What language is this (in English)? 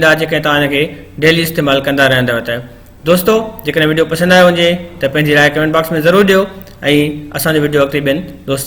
Sindhi